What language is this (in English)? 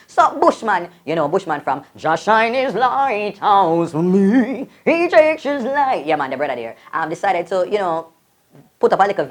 Jamaican Creole English